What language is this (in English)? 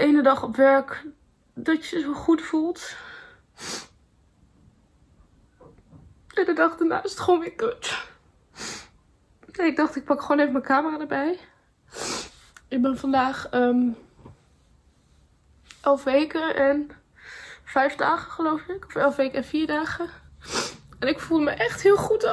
Dutch